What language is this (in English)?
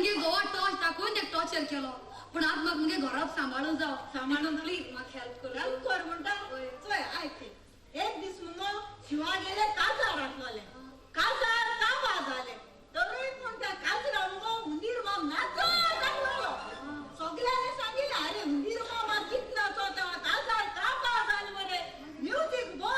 Konkani